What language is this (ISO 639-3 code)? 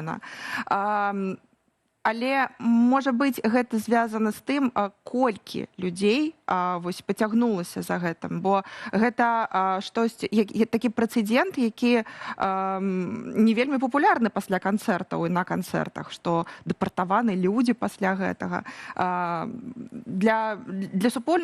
bel